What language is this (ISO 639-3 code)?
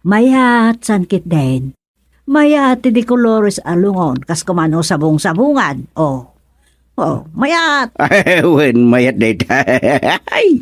ilo